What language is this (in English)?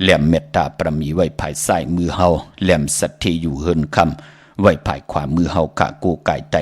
Shan